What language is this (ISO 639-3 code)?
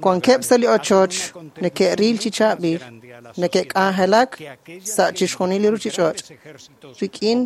kek